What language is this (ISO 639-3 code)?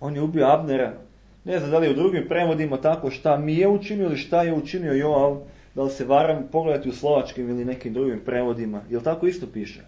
srp